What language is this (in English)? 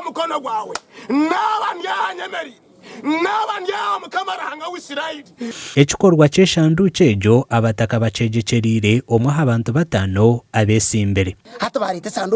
Nyankole